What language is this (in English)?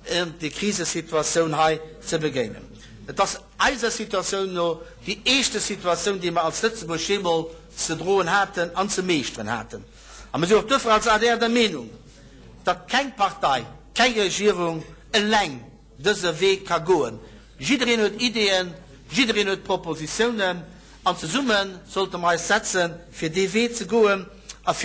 Luxembourgish